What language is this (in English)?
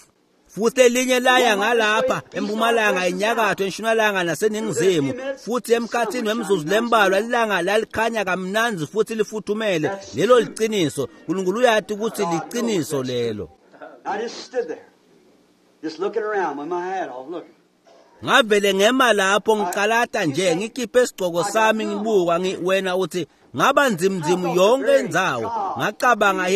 Swati